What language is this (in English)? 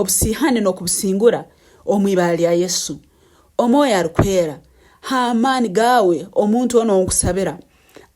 Nyankole